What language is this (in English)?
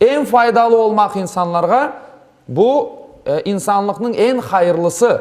Crimean Tatar